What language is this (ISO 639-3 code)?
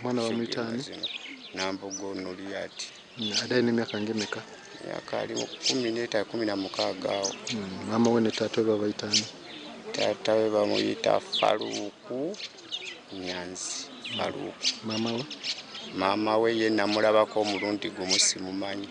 nyn